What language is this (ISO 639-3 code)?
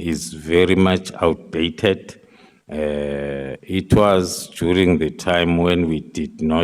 ven